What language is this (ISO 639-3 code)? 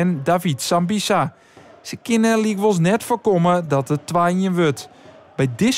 fry